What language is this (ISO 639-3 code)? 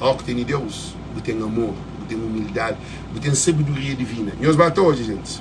kea